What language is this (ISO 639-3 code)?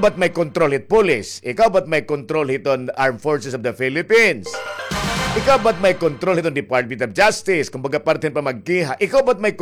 war